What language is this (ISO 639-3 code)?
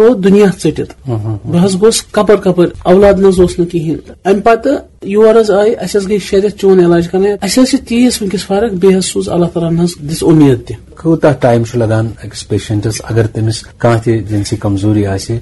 kas